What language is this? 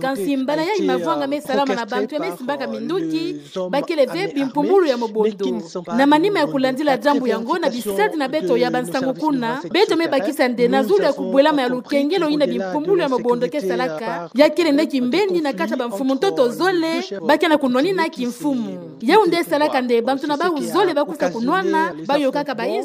Kituba (Democratic Republic of Congo)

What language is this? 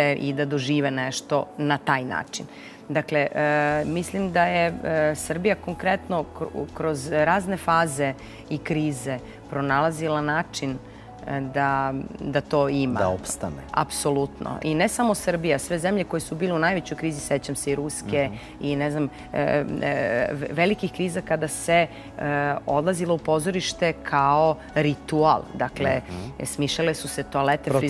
Serbian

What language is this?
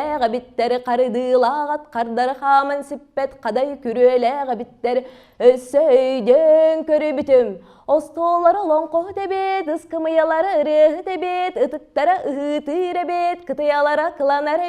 Yakut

